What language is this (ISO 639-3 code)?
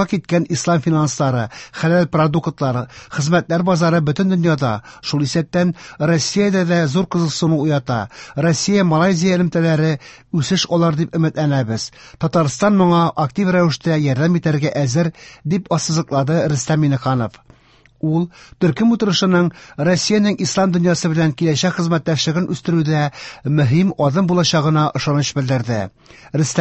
tat